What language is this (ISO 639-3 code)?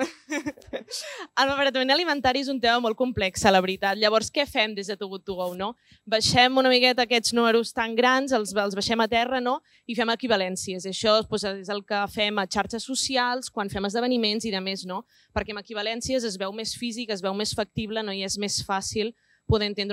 cat